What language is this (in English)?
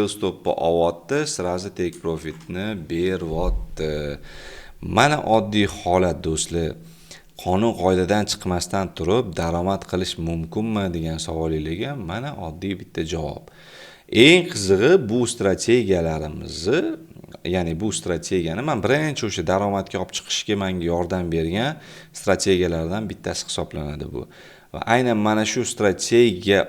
Uzbek